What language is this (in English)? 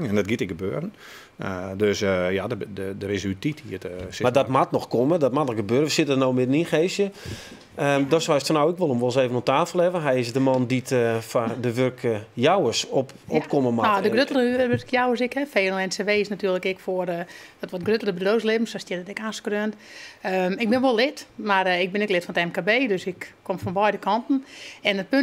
Western Frisian